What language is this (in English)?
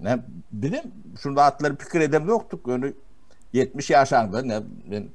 Turkmen